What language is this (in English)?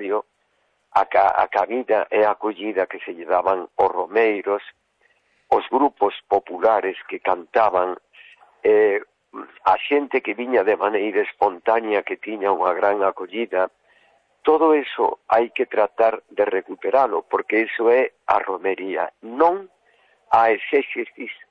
Galician